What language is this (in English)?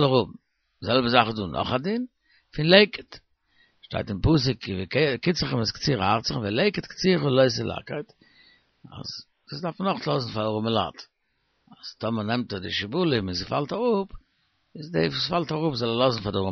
Yiddish